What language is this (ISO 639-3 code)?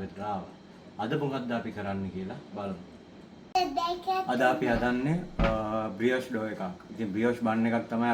sin